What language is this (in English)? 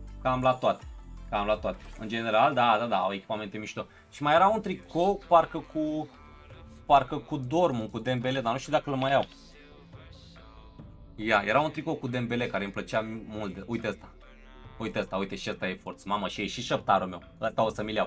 Romanian